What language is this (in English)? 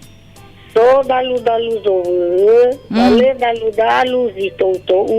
Nias